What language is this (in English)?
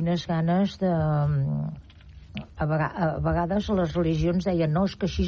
Catalan